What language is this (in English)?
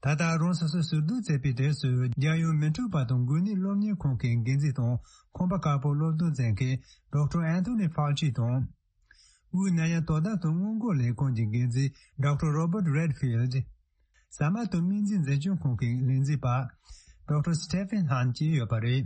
Tibetan